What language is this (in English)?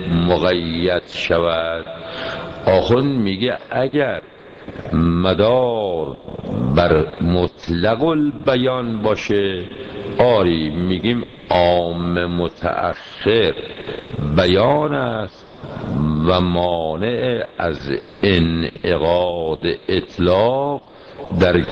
Persian